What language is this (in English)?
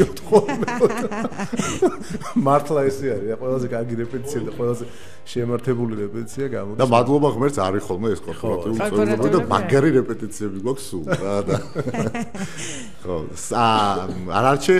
Georgian